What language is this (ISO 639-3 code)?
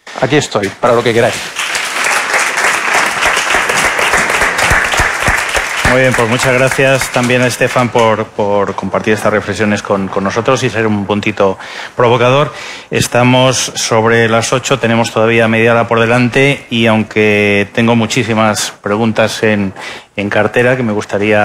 spa